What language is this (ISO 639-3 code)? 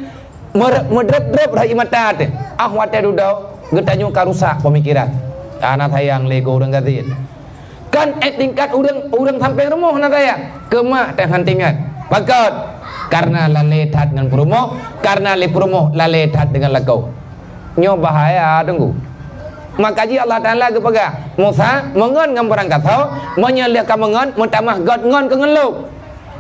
ace